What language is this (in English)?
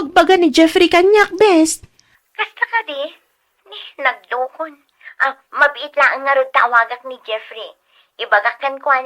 Iloko